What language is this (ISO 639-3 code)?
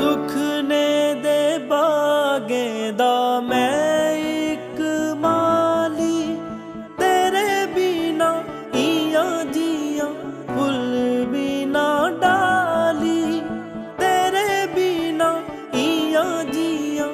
doi